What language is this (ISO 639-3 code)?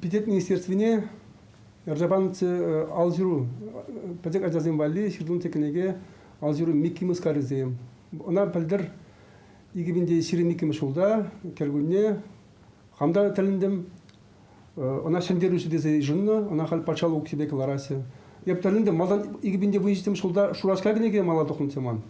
chv